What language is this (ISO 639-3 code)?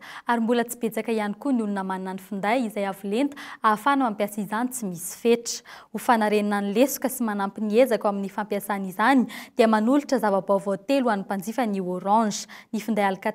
mlg